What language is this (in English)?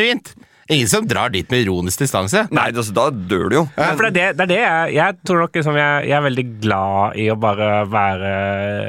Norwegian